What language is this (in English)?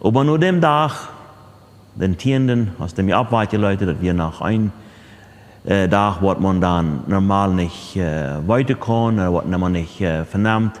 Plautdietsch